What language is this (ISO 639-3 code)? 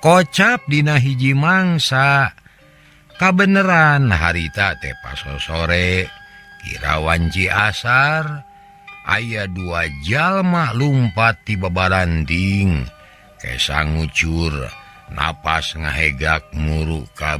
sun